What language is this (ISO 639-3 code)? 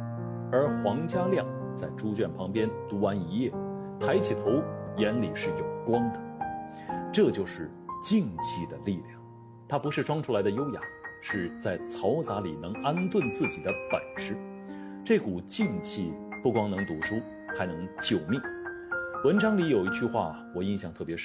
zho